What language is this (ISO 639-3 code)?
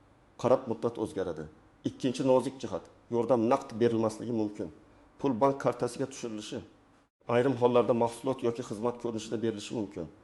uzb